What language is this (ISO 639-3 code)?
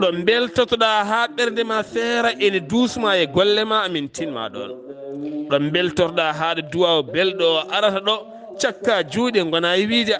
ful